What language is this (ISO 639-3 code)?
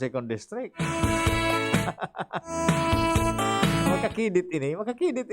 bik